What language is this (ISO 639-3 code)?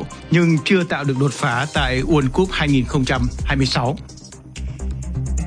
vie